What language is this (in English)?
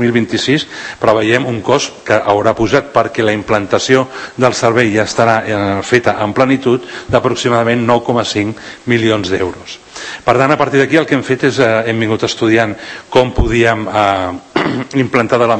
Catalan